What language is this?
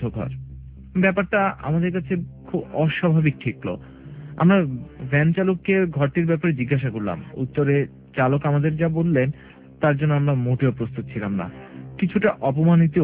Bangla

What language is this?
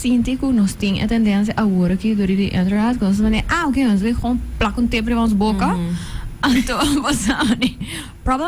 Papiamento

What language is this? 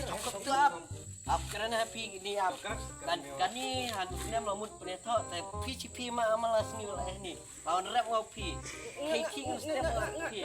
Khasi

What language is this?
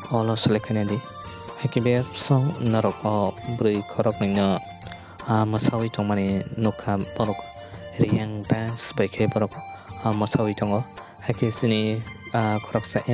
Kok Borok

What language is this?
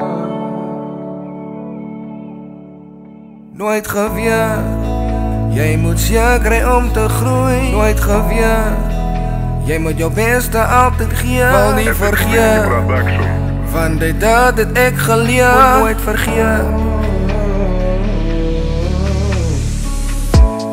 Afrikaans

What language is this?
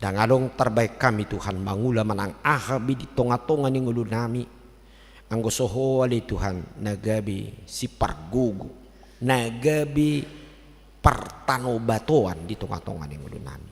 Batak Toba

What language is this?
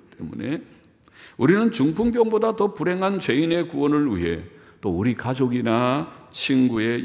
Korean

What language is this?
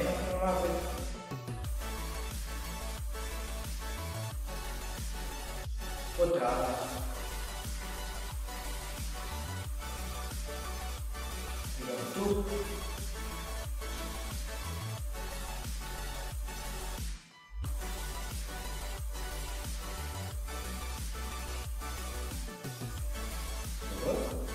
Croatian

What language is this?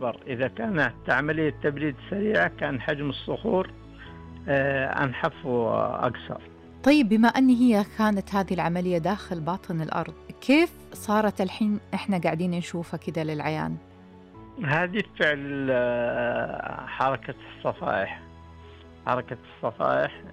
Najdi Arabic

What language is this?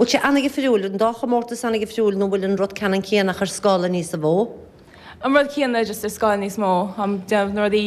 Irish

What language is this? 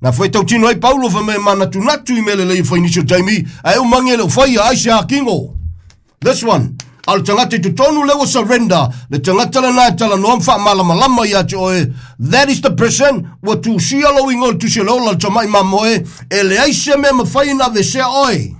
Samoan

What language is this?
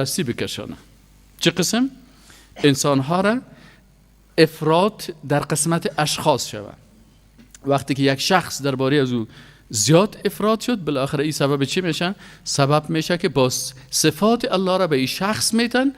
Persian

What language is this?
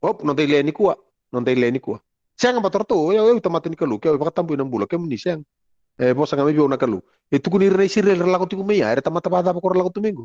Fijian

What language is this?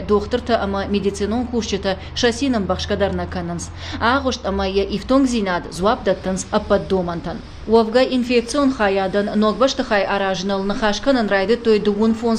Ossetic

